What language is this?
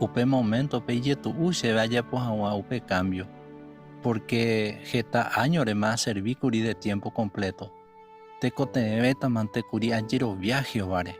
Guarani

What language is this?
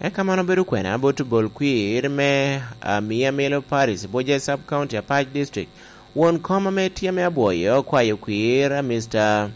Lango (Uganda)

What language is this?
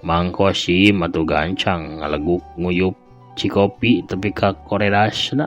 Sundanese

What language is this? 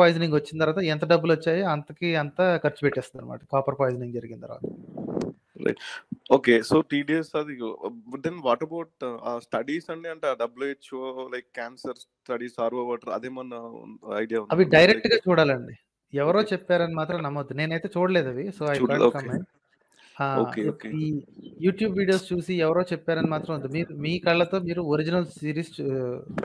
Telugu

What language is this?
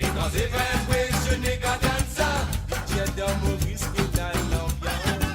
Morisyen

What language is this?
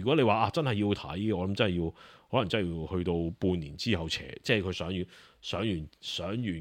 Cantonese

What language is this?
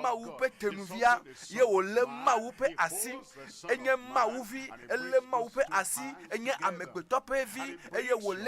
Ewe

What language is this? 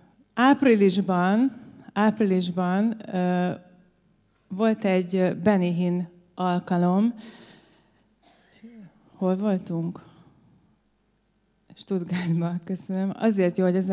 Hungarian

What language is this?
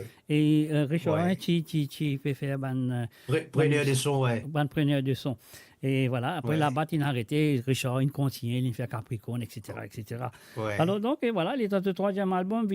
Morisyen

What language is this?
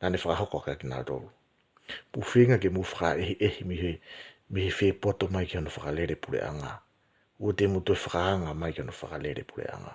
Tongan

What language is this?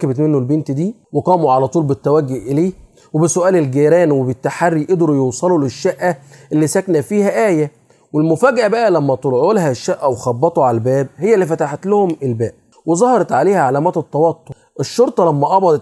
Egyptian Arabic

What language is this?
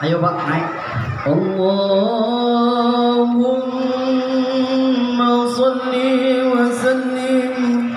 Betawi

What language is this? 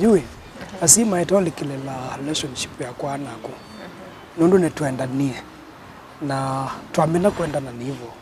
Kamba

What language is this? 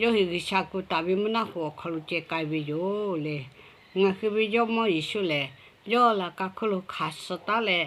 Lahu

